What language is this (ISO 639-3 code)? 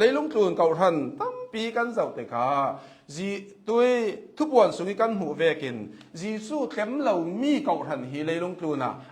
cnh